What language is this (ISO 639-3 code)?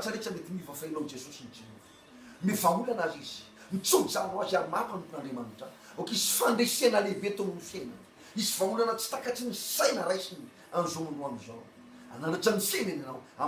mlg